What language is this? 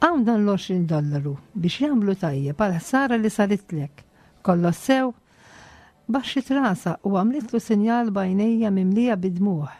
Maltese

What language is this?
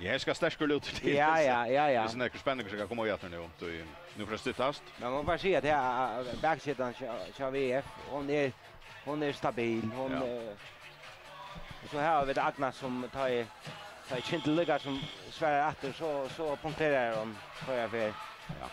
Faroese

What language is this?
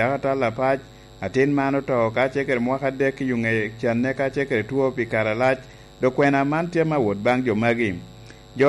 Lango (Uganda)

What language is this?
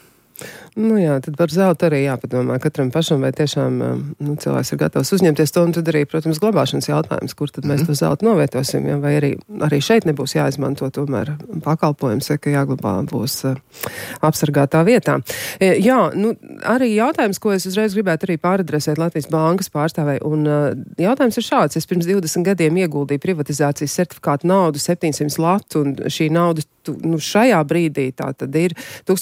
Latvian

